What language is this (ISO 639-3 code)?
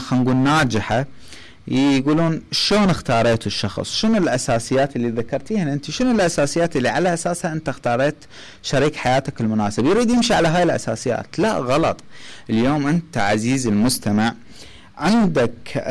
acm